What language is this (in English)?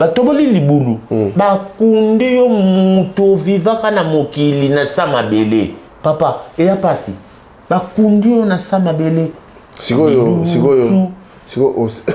Lingala